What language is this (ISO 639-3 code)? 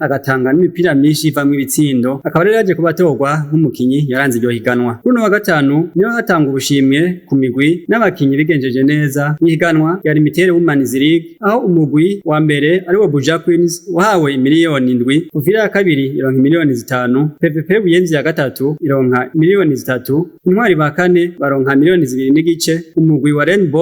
run